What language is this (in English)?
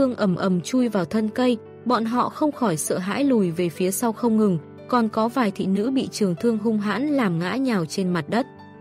Vietnamese